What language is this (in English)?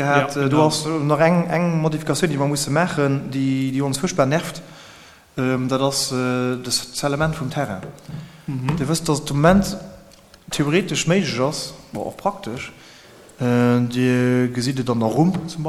Luxembourgish